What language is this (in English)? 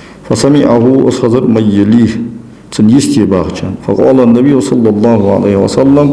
Ingush